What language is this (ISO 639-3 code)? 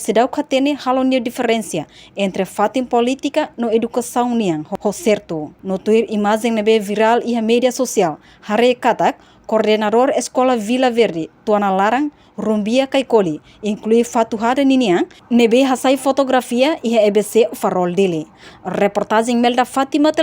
tet